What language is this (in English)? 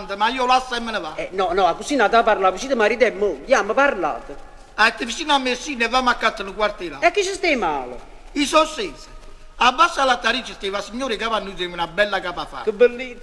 Neapolitan